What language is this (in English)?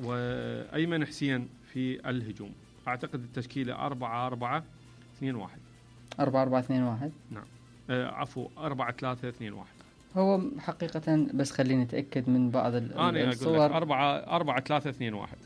Mesopotamian Arabic